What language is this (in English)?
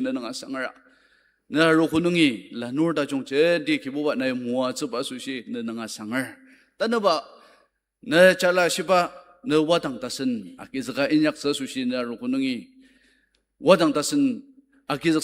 Ao Naga